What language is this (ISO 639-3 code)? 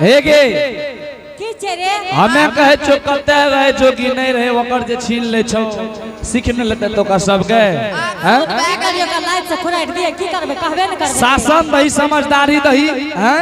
anp